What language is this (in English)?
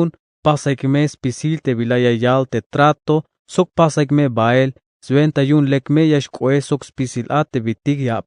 Tzeltal